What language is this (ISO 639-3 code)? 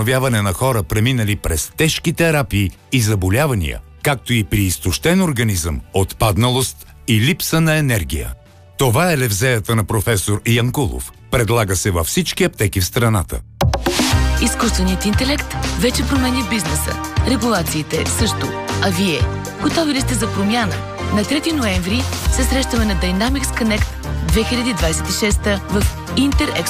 bul